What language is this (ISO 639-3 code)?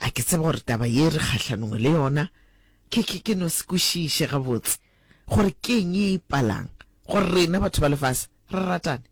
nso